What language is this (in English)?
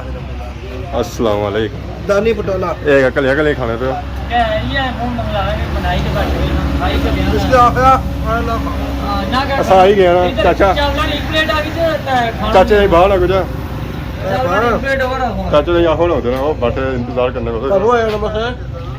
Pahari-Potwari